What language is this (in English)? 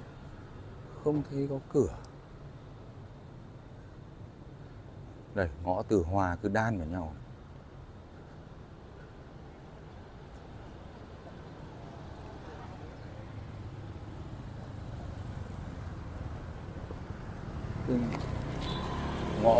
Vietnamese